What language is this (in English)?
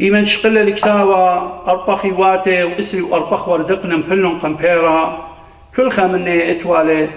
Assyrian Neo-Aramaic